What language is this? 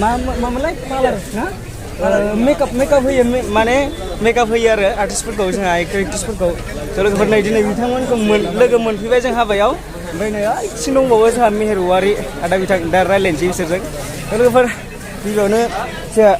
Bodo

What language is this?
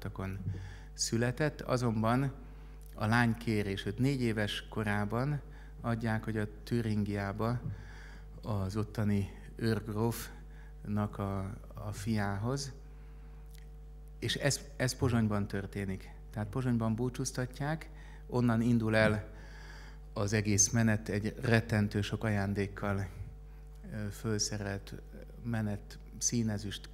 Hungarian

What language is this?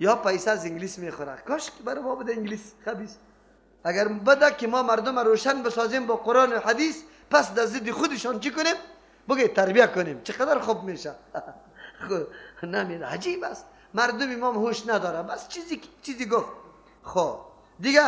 Persian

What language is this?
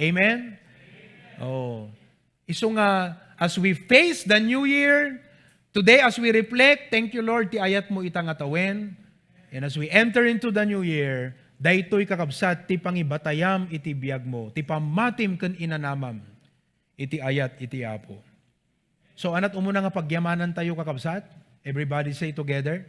Iloko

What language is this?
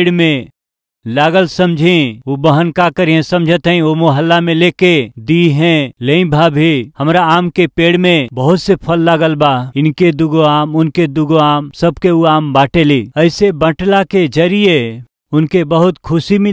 Bhojpuri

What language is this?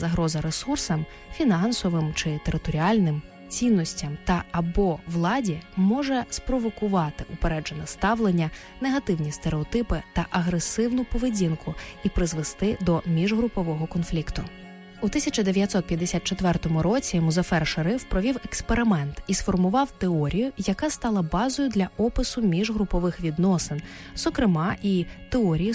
Ukrainian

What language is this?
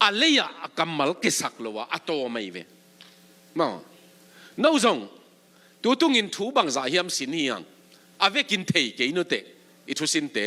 Tedim Chin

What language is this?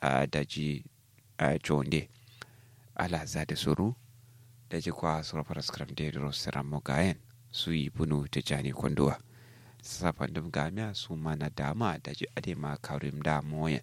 Kanuri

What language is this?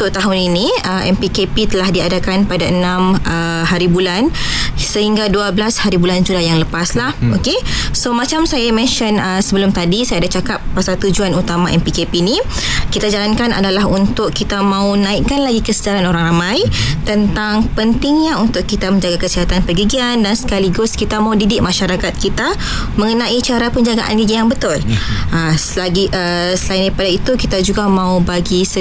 Malay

